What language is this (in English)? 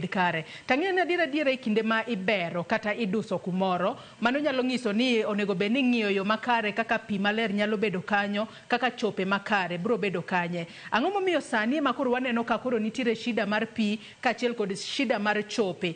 Luo (Kenya and Tanzania)